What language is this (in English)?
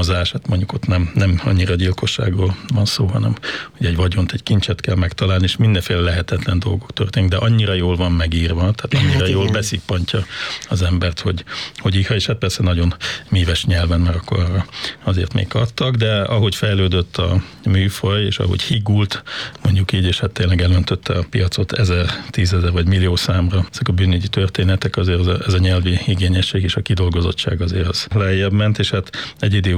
Hungarian